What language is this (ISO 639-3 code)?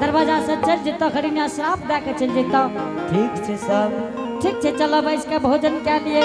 anp